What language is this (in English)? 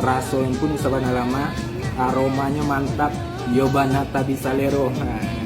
Minangkabau